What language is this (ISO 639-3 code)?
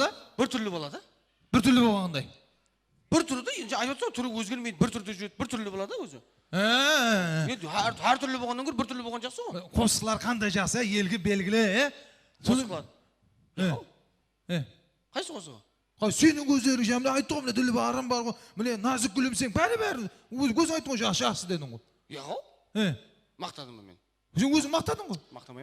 kaa